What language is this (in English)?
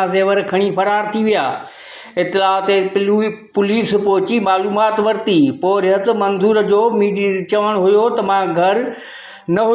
Sindhi